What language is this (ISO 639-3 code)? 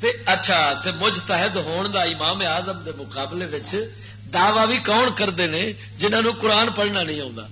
lah